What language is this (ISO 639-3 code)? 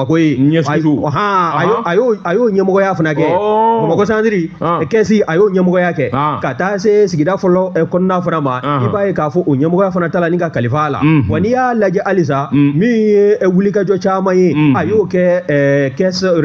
bam